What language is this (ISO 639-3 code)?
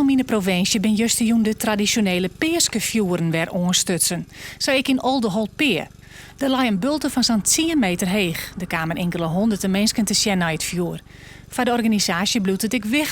fry